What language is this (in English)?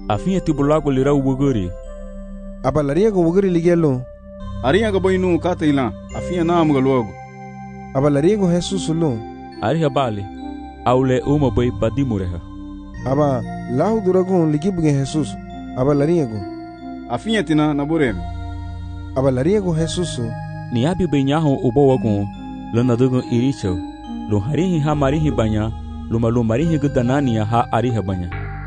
Garifuna